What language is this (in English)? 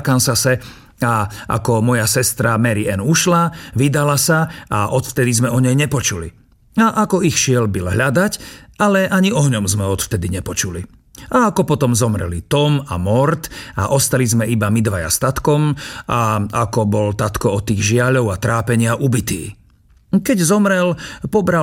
Slovak